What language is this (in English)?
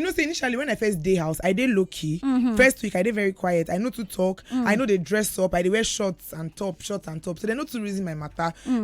Nigerian Pidgin